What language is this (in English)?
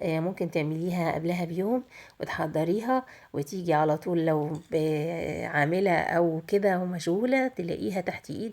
Egyptian Arabic